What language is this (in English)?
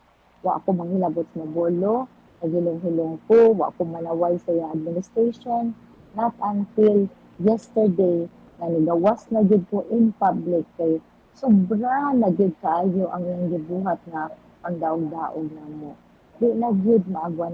Cebuano